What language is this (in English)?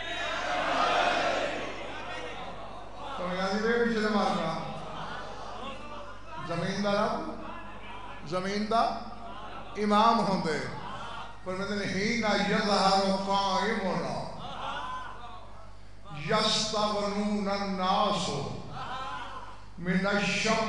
Saraiki